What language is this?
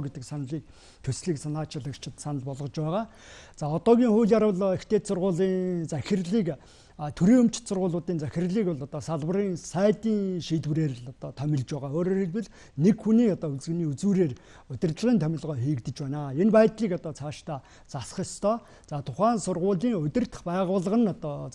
Mongolian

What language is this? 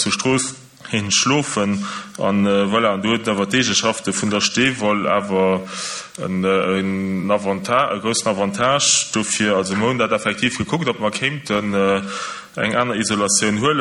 Luxembourgish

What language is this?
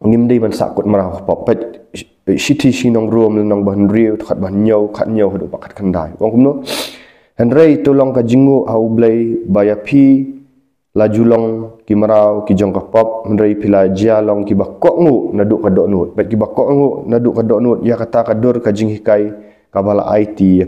Khasi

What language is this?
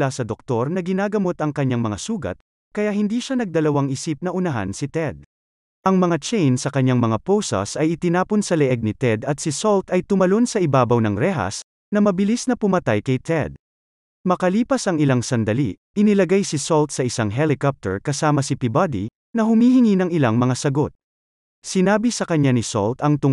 Filipino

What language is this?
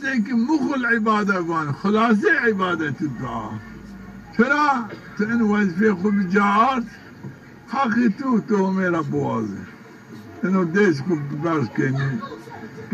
Zaza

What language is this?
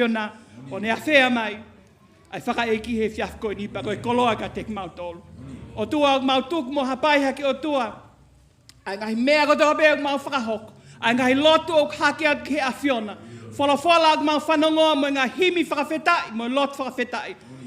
Tongan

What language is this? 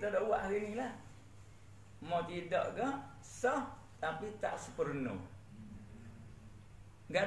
Malay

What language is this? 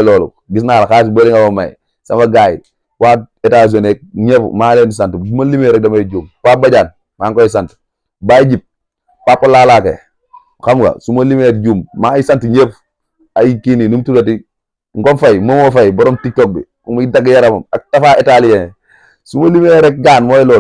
Wolof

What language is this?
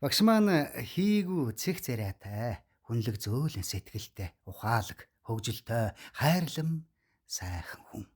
Mongolian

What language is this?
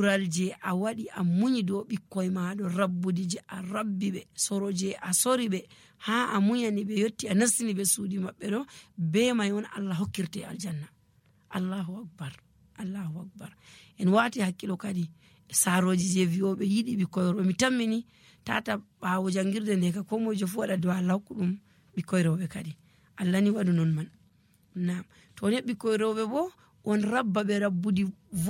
Nigerian Fulfulde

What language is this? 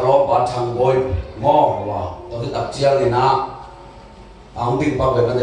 Tedim Chin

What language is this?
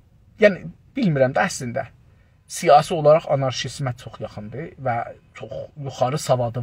South Azerbaijani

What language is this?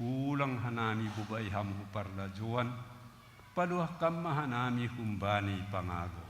Batak Simalungun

